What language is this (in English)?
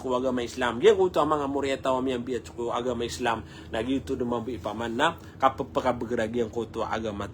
Maranao